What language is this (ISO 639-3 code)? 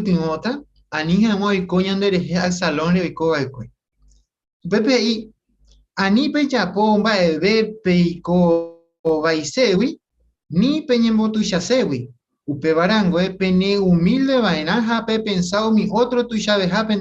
grn